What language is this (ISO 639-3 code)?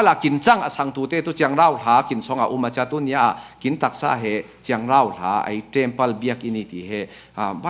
cfm